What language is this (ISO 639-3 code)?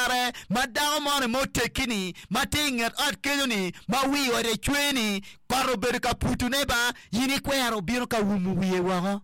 ach